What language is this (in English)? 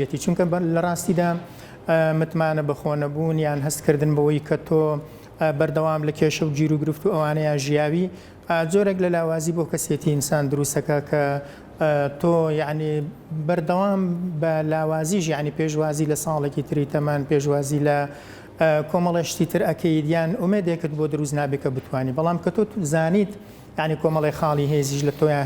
Central Kurdish